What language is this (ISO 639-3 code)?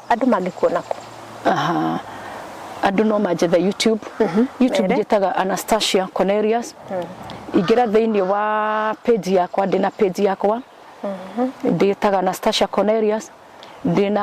kik